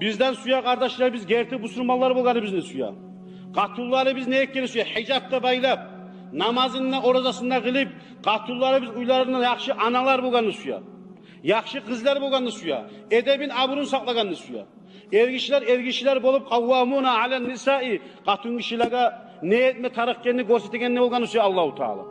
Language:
Kumyk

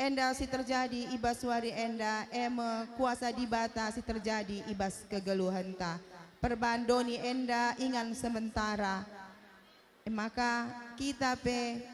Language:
Batak Karo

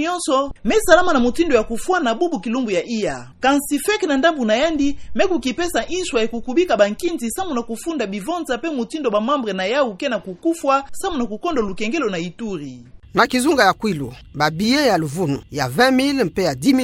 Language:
Kituba (Democratic Republic of Congo)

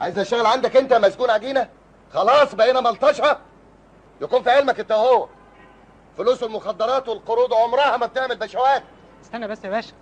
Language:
Egyptian Arabic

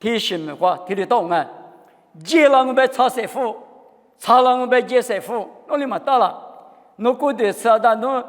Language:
Lisu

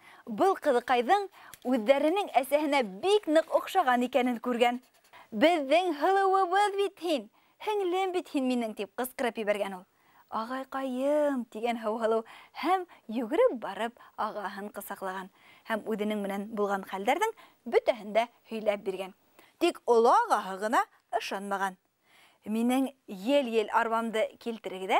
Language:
Bashkir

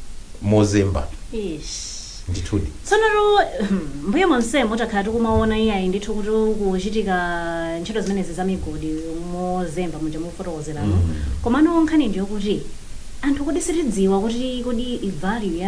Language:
Nyanja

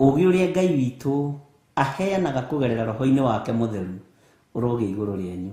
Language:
Kikuyu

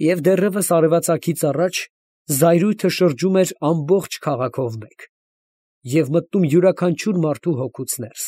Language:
Armenian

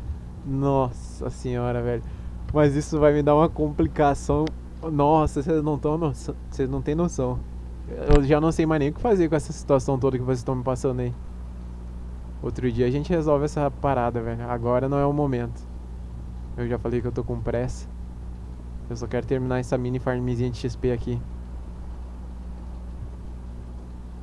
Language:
Portuguese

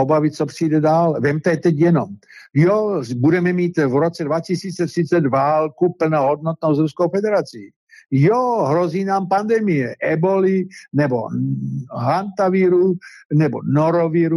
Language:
Czech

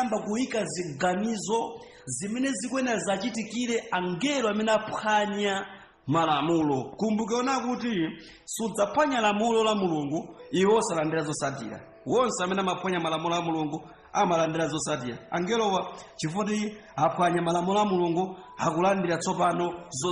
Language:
Nyanja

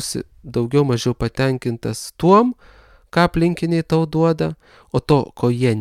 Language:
Lithuanian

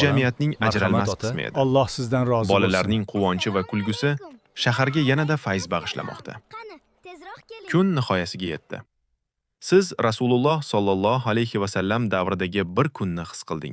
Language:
Uzbek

